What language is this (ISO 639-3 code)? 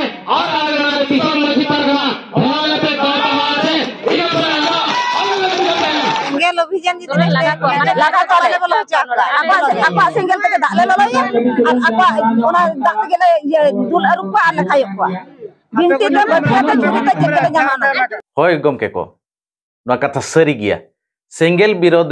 sat